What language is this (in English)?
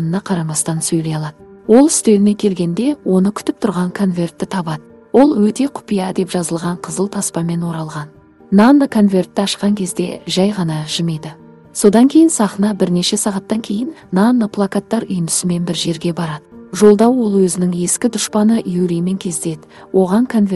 Kazakh